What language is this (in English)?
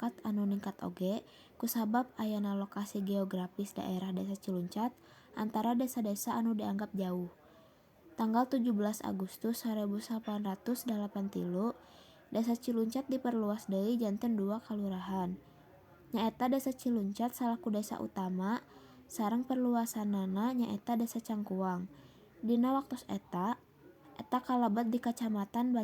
Sundanese